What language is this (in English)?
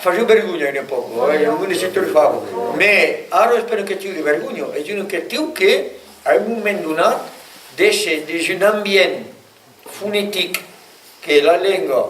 Occitan